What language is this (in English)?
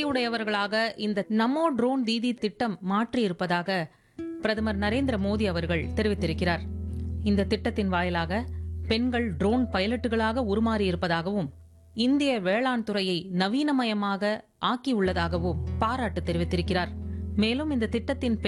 Tamil